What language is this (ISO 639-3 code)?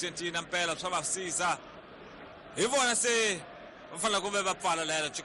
tso